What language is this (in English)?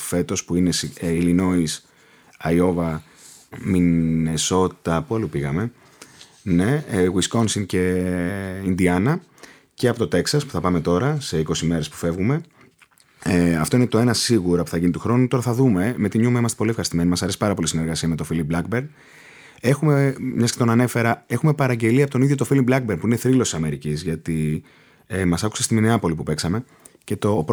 Greek